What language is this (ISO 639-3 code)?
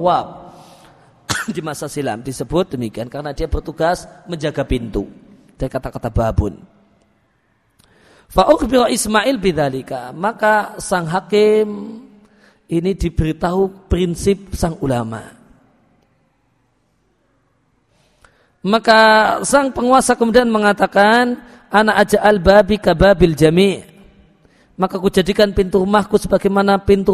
ind